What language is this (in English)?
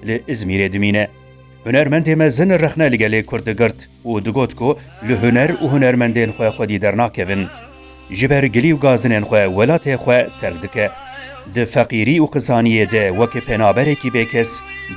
Kurdish